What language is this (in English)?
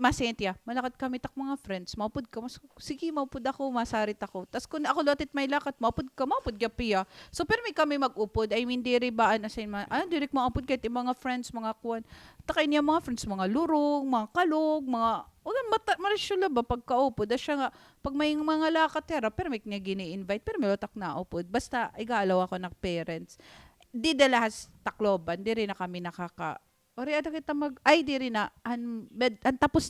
Waray